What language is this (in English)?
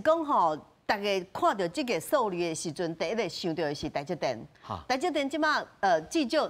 Min Nan Chinese